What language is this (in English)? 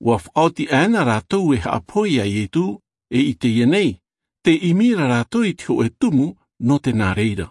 Tahitian